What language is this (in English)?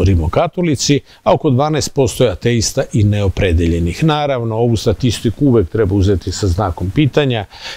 Serbian